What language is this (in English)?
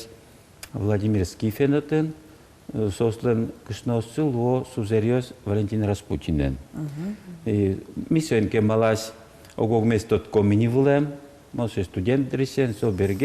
Udmurt